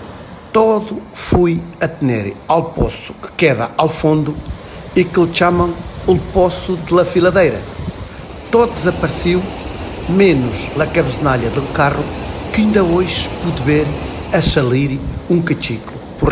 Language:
Mirandese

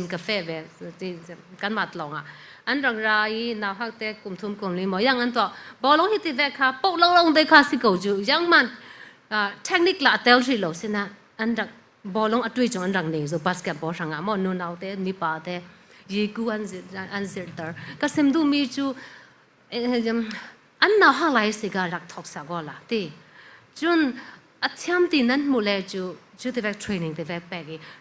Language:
Falam Chin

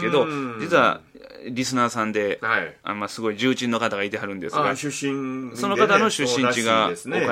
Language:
Japanese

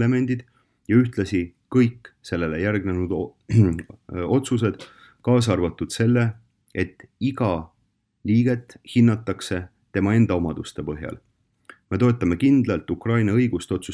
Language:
Estonian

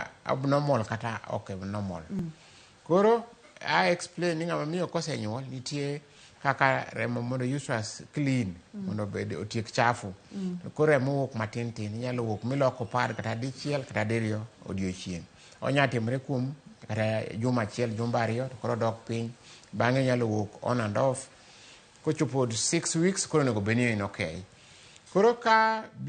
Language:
Luo (Kenya and Tanzania)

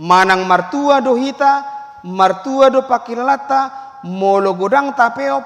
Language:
Batak Toba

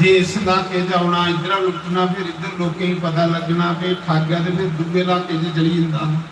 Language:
Dogri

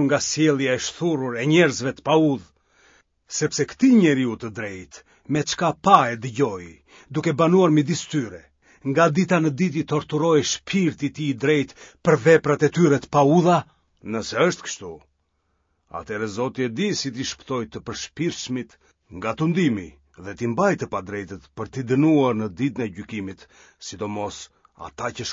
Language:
Albanian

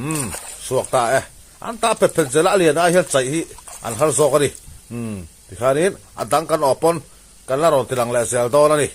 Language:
Mizo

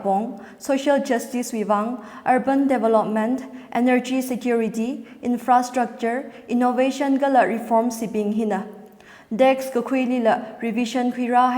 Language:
Tangkhul Naga (India)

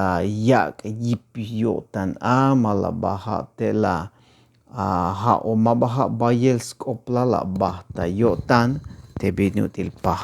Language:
Tzeltal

